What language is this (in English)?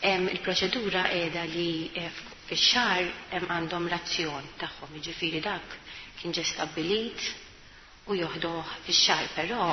Maltese